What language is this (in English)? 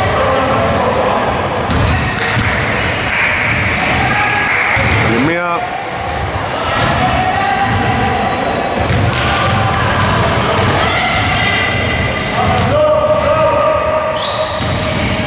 Greek